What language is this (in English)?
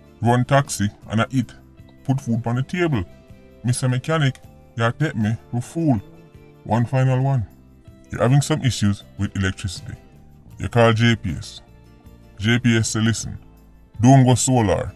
Jamaican Creole English